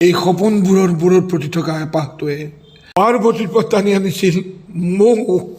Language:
Assamese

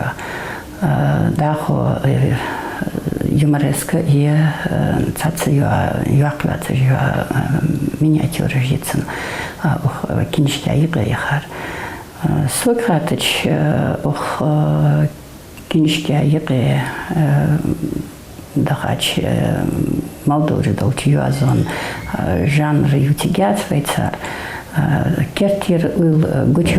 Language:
Ingush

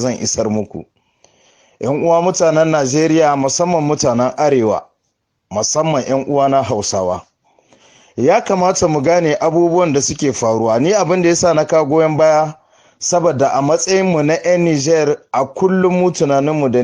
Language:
Hausa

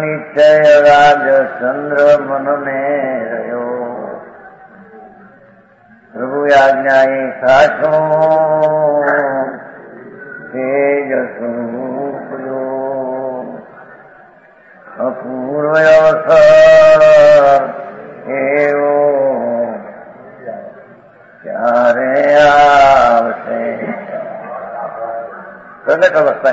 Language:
Gujarati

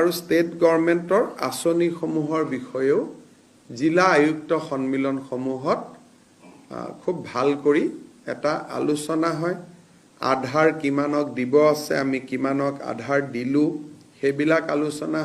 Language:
Assamese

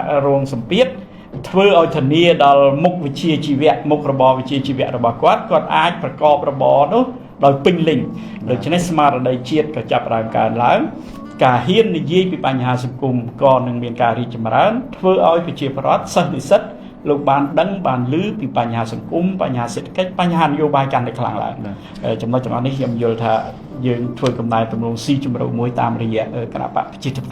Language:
Khmer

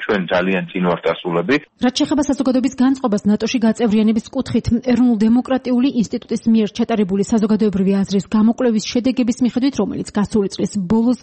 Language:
Georgian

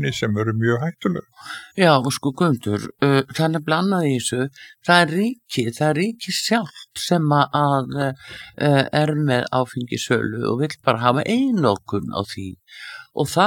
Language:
Icelandic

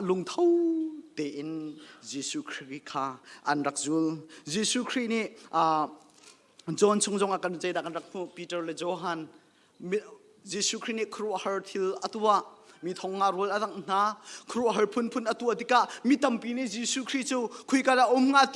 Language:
Hakha Chin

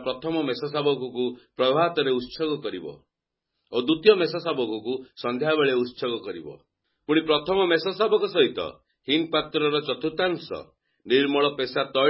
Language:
Odia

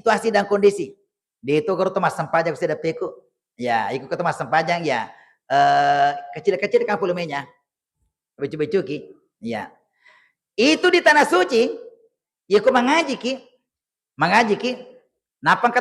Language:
Buginese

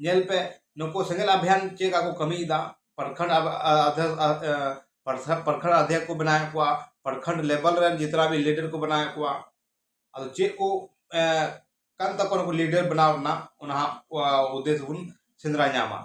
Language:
Santali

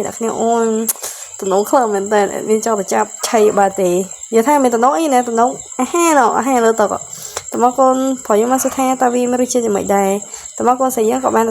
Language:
Khmer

